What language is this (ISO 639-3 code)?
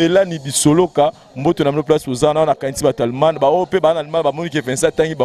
lin